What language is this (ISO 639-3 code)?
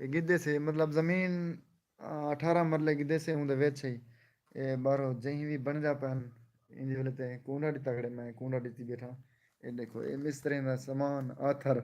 skr